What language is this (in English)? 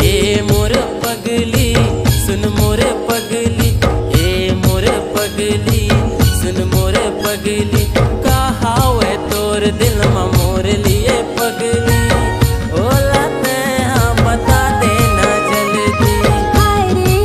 Chhattisgarhi